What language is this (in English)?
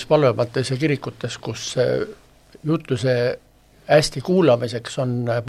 Estonian